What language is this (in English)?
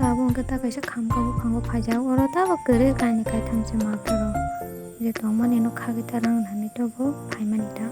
Kok Borok